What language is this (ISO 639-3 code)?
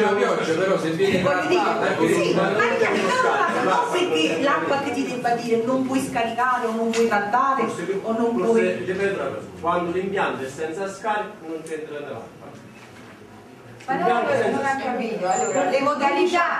ita